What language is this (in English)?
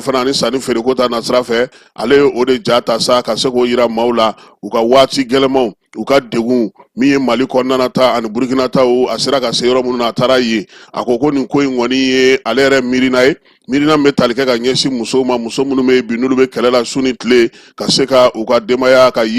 Bambara